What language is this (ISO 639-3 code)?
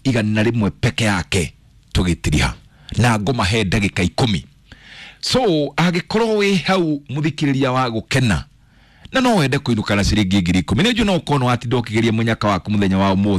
kik